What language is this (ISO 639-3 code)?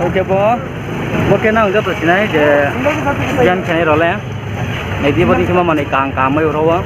ria